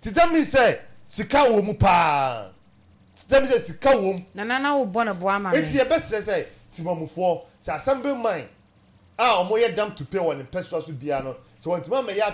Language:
Akan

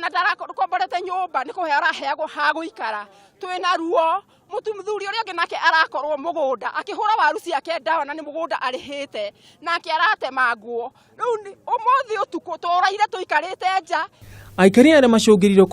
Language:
Kikuyu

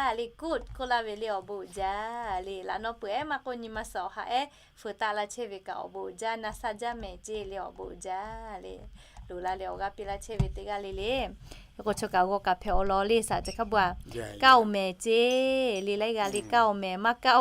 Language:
Lahu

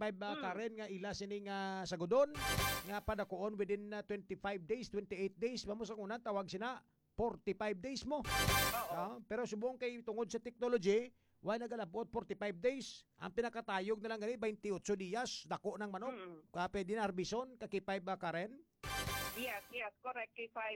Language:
Hiligaynon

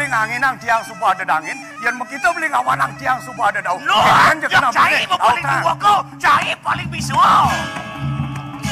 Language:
Balinese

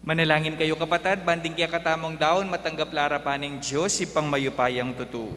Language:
Pampanga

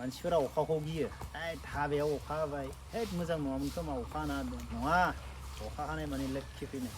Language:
Bodo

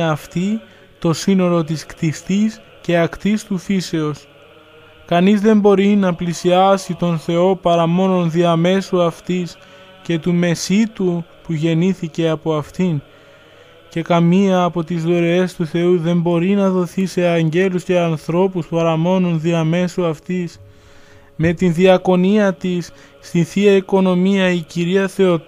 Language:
Greek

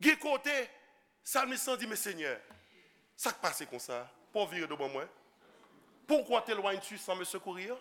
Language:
Haitian Creole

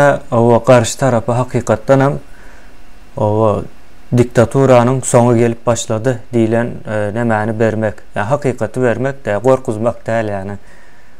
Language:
Turkmen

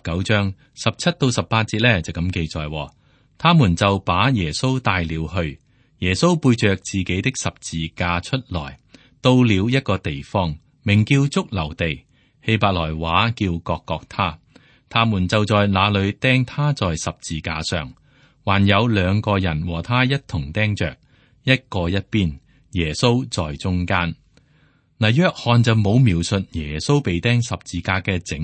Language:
Cantonese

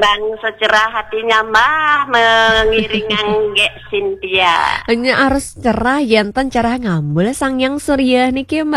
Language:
Balinese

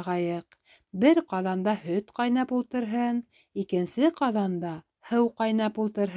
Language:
Bashkir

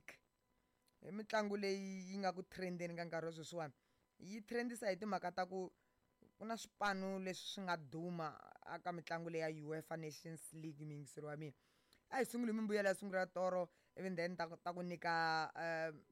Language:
Tsonga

